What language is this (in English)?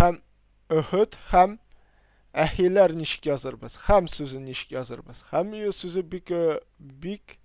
Tatar